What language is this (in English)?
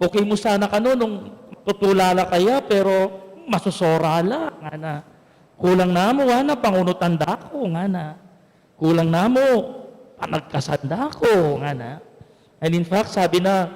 Pampanga